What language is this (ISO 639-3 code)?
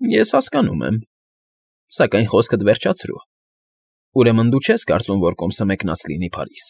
hye